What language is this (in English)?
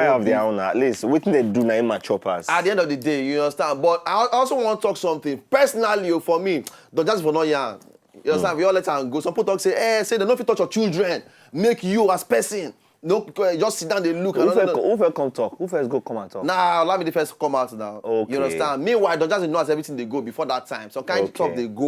Nigerian Pidgin